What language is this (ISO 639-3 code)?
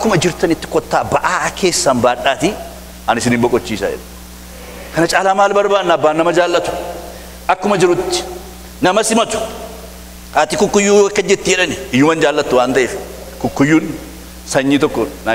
orm